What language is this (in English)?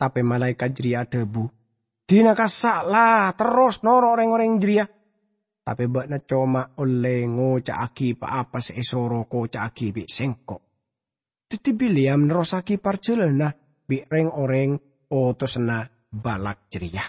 Madurese